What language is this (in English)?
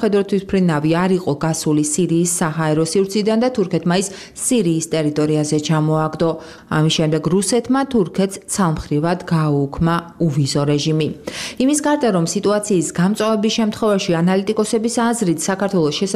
Georgian